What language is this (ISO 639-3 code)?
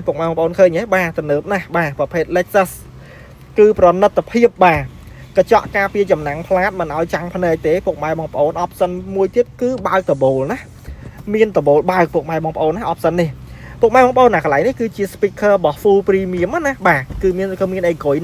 khm